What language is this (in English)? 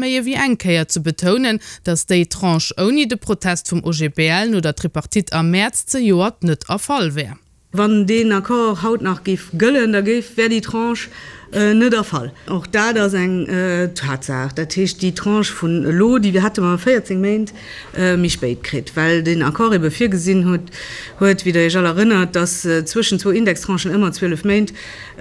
Luxembourgish